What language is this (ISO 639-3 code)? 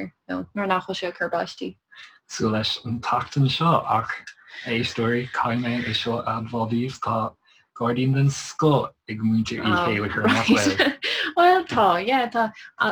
gle